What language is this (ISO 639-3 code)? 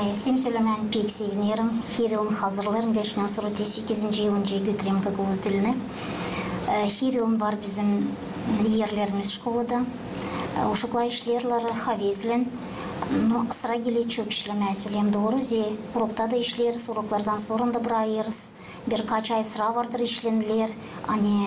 gag